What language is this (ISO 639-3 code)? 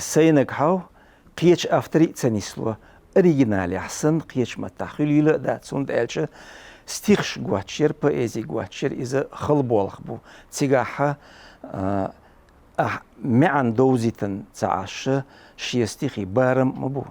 che